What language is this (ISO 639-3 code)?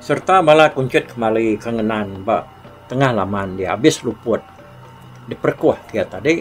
iba